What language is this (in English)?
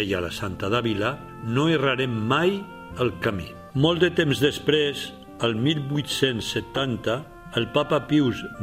Catalan